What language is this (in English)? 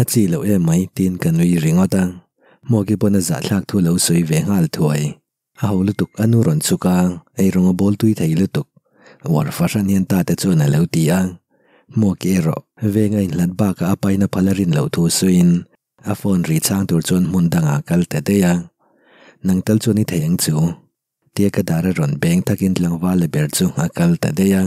Mizo